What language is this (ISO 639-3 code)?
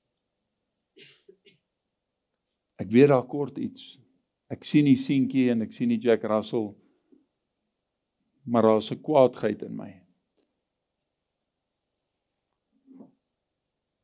afr